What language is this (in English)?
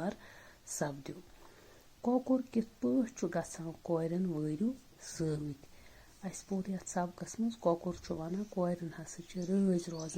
Kashmiri